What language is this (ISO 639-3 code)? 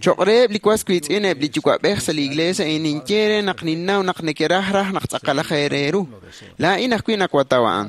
kek